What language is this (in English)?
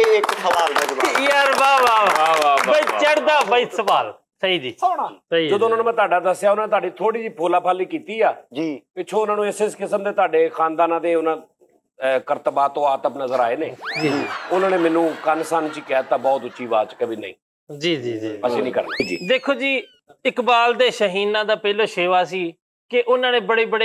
Punjabi